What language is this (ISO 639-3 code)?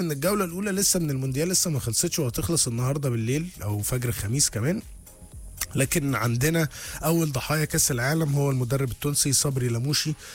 arz